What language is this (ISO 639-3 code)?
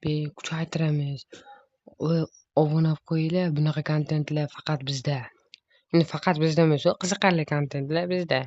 uzb